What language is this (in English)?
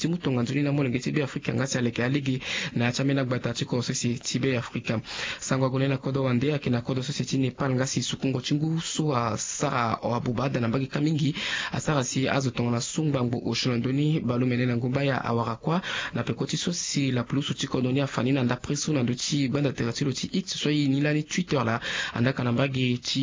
Sango